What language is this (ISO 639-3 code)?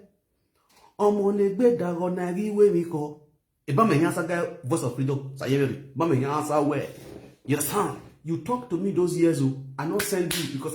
pcm